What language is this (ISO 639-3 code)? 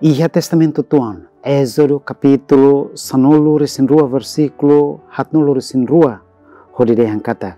tet